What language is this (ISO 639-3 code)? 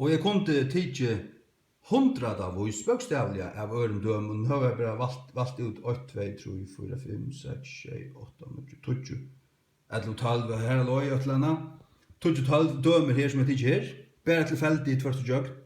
fao